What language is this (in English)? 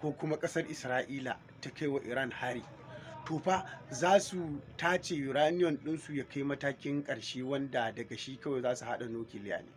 Hausa